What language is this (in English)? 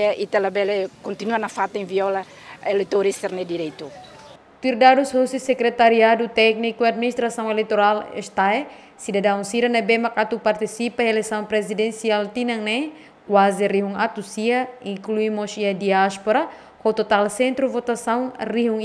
Tetum